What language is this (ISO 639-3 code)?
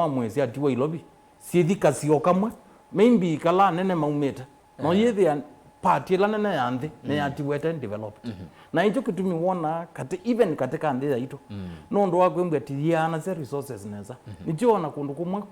kam